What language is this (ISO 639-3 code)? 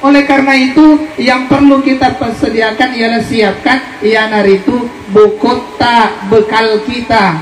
bug